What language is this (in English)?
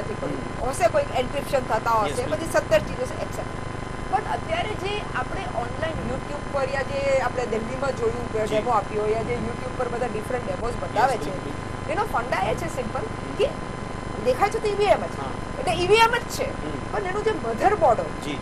Gujarati